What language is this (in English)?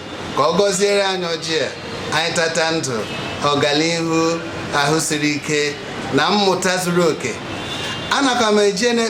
Igbo